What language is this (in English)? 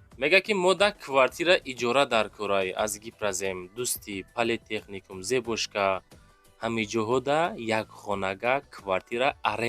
Tajik